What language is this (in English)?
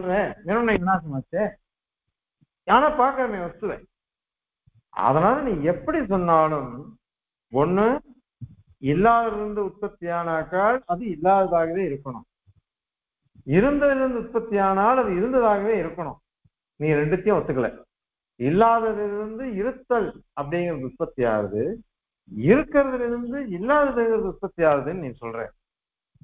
Tamil